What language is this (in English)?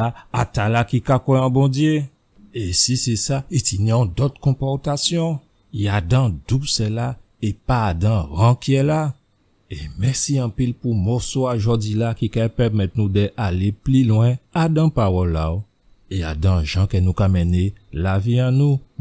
Guadeloupean Creole French